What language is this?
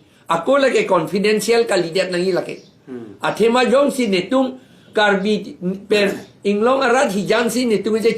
Karbi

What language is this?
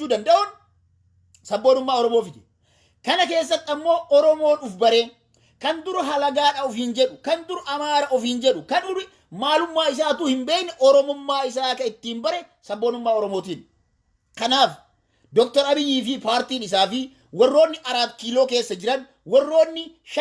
Oromo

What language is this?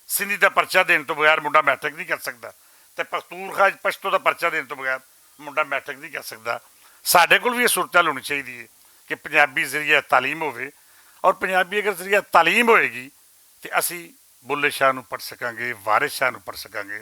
Western Panjabi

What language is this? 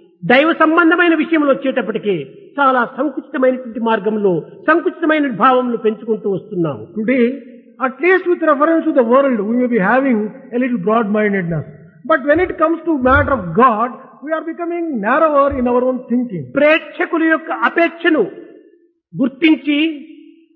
Telugu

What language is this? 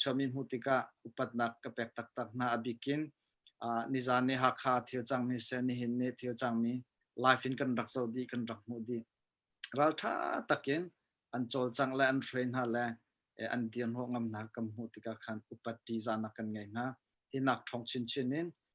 Hakha Chin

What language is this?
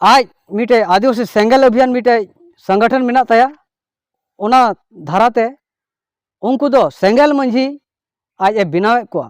Santali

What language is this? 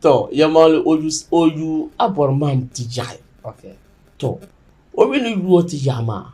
Dagbani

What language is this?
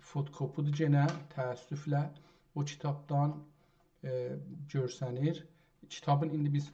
South Azerbaijani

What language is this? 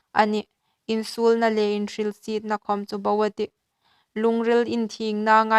Hmar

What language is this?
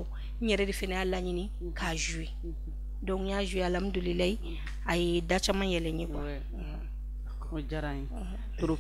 Bambara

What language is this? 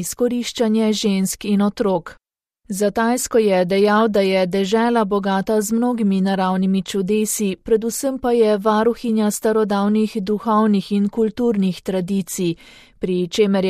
Slovenian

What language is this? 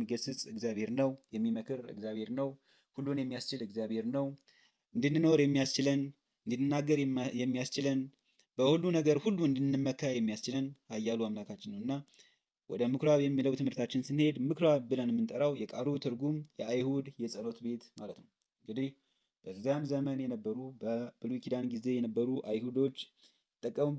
Amharic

